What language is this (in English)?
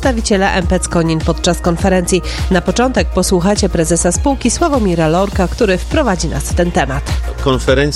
Polish